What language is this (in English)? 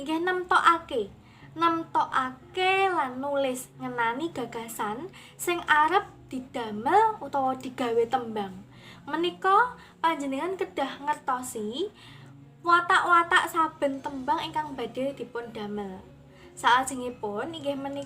Javanese